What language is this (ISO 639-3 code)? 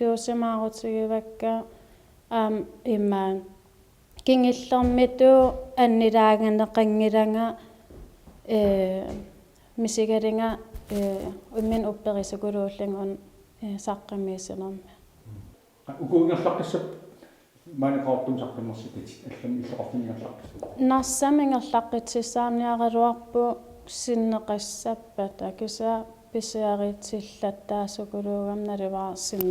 kal